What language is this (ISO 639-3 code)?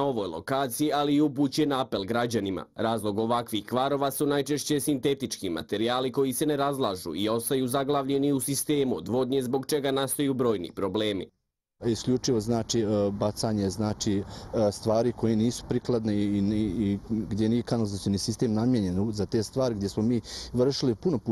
bos